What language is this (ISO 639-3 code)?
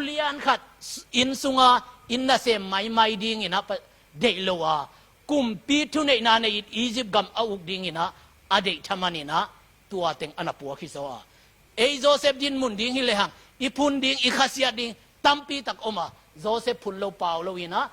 ctd